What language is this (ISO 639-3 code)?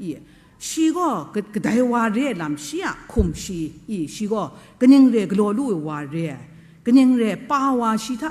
kac